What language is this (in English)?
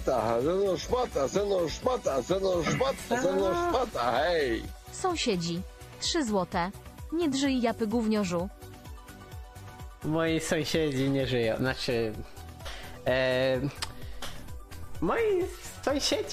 Polish